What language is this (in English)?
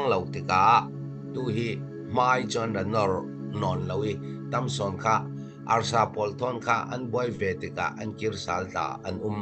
Falam Chin